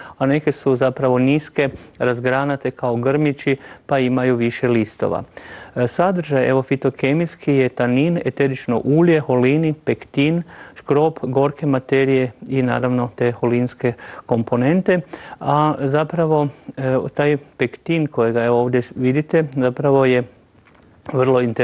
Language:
Croatian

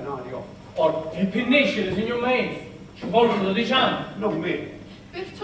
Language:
Sicilian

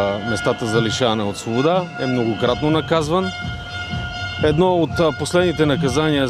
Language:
Bulgarian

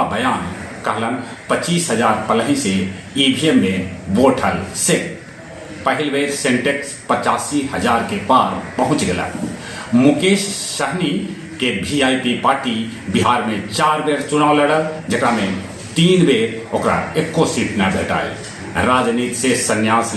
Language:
Magahi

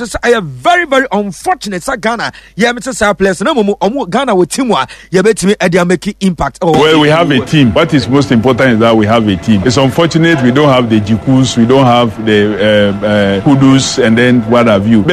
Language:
Akan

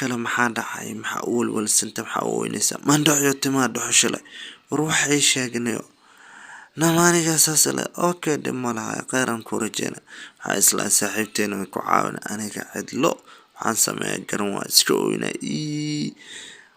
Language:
Somali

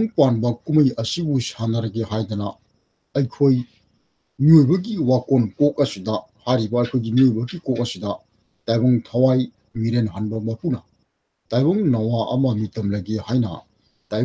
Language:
Manipuri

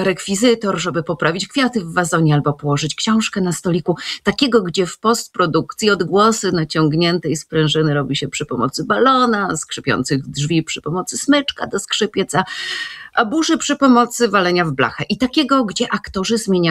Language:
Polish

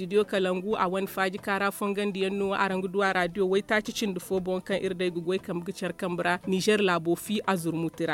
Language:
Zarma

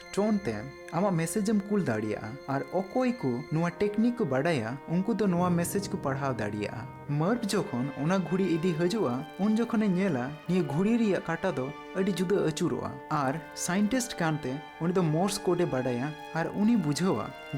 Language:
Santali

